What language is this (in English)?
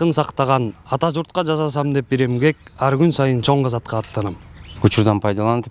Kyrgyz